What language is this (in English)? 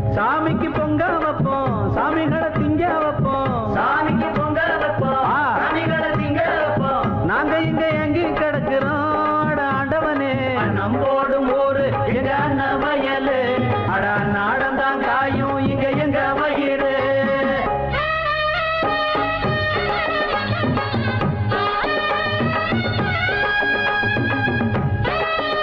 Tamil